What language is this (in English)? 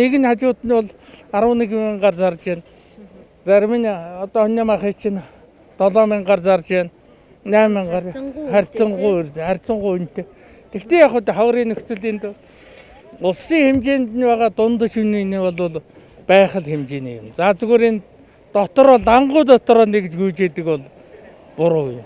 Mongolian